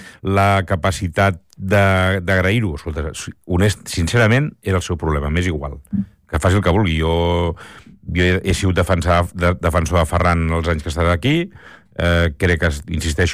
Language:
Catalan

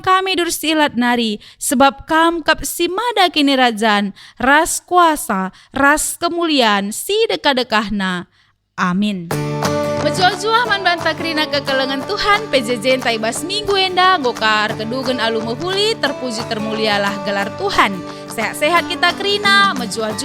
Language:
Batak Karo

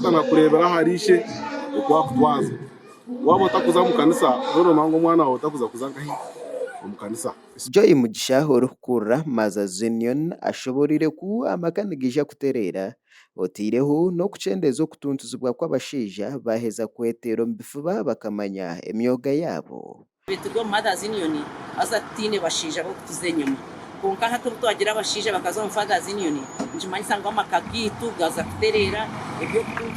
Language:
Nyankole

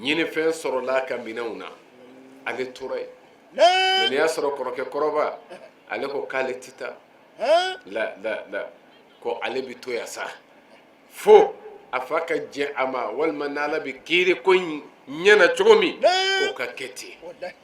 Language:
Bambara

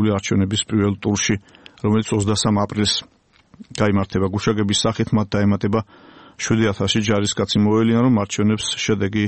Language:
Georgian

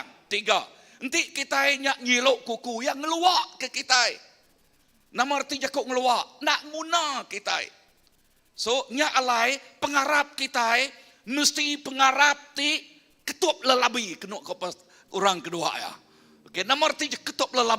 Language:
Iban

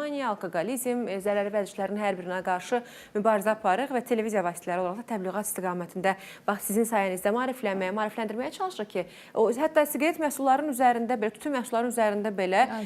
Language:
Azerbaijani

